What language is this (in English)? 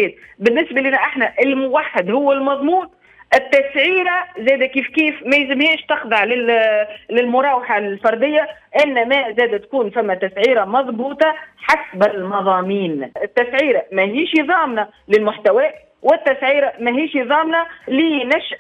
Tunisian Arabic